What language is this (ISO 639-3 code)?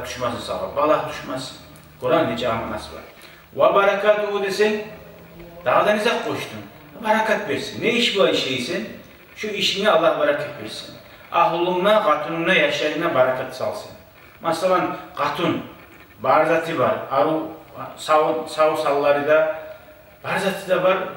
kum